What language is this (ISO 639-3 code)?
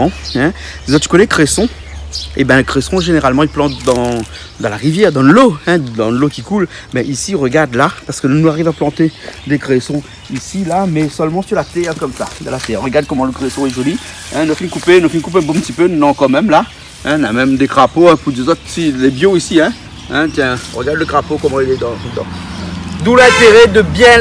rcf